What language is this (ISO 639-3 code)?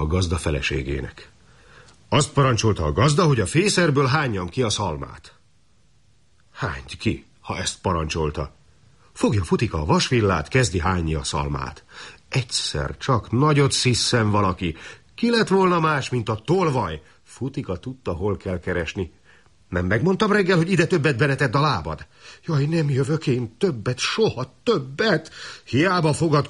hun